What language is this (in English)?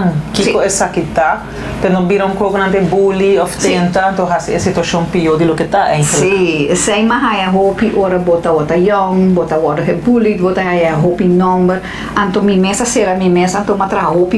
Papiamento